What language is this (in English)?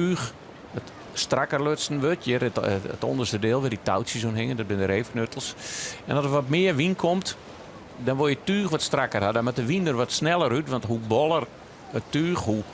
Western Frisian